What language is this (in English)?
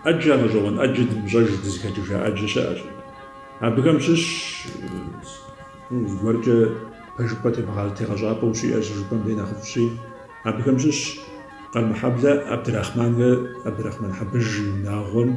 Kabardian